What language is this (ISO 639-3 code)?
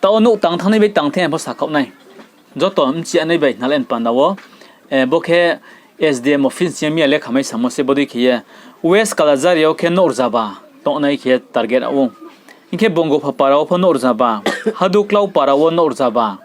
ria